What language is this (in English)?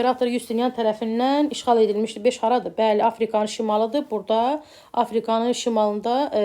Azerbaijani